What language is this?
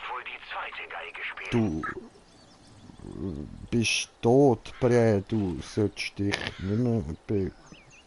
Swiss German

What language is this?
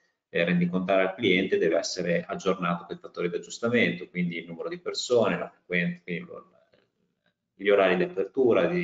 Italian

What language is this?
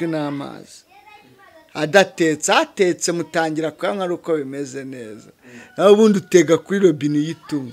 Kinyarwanda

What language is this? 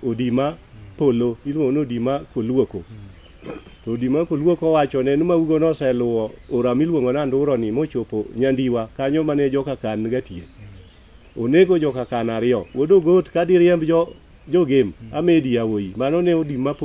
Luo (Kenya and Tanzania)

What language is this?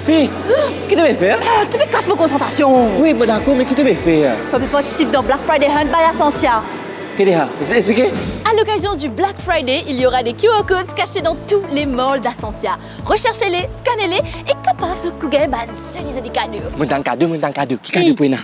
Morisyen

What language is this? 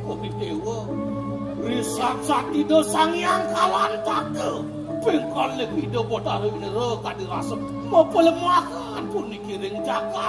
Balinese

